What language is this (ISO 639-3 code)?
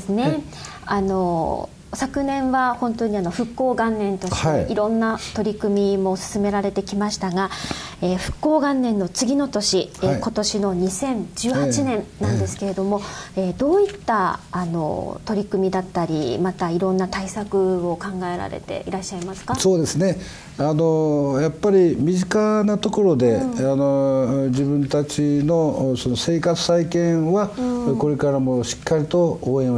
jpn